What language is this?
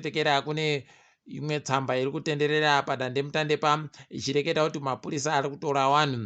Ndau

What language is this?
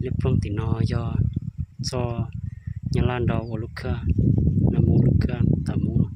Hmong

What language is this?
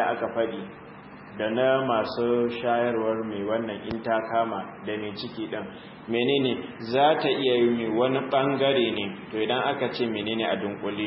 Hausa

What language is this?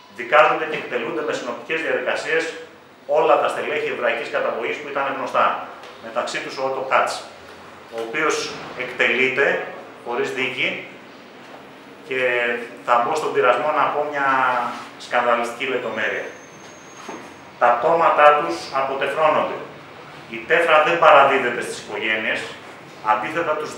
Greek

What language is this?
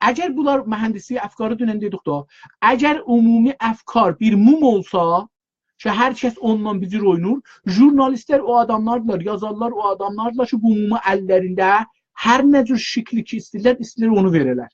South Azerbaijani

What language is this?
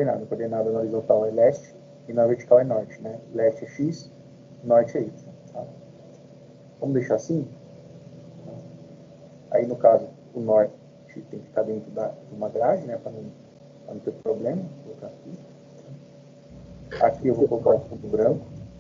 Portuguese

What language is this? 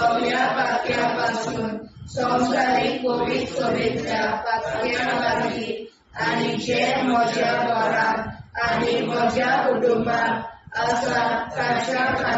Konkani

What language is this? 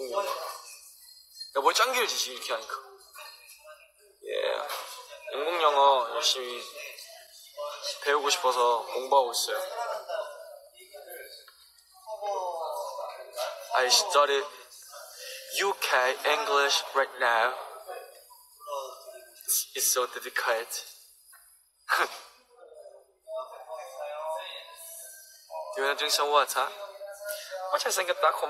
Korean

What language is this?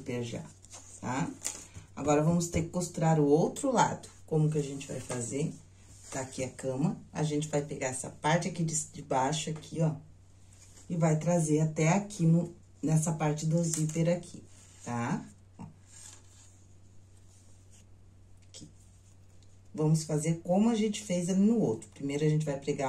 Portuguese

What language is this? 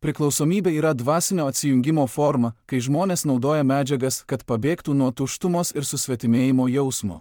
Lithuanian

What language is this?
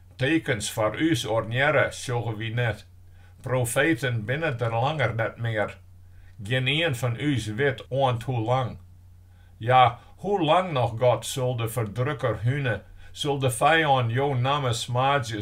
Western Frisian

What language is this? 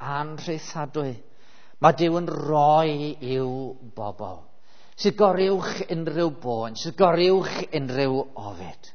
Welsh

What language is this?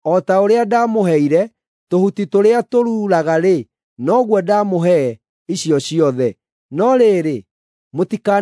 Kikuyu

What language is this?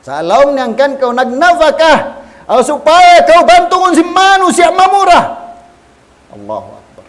Tausug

